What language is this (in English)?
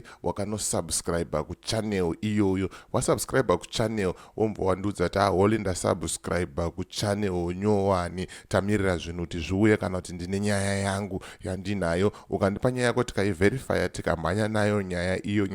Shona